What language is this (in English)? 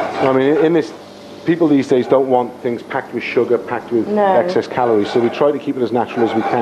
English